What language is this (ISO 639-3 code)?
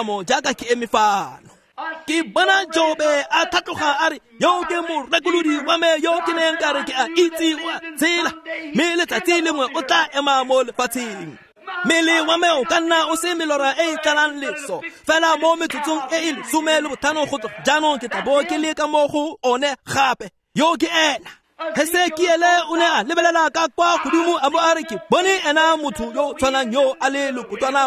tsn